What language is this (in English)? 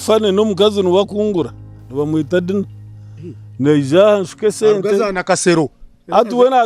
Nyankole